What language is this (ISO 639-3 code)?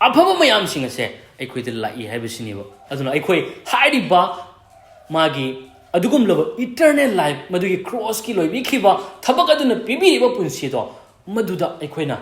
mni